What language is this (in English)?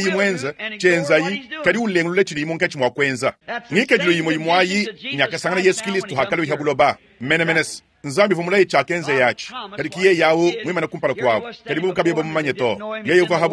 Luba-Lulua